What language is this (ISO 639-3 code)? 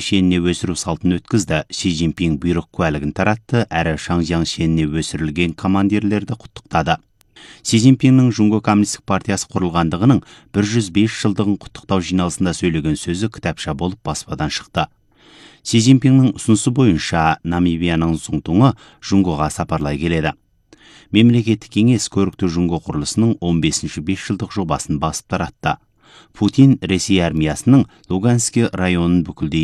kaz